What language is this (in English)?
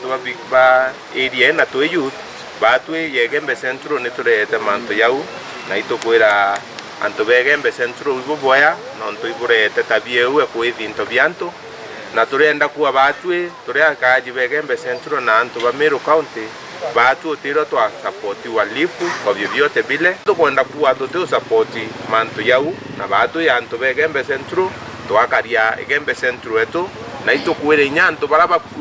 Meru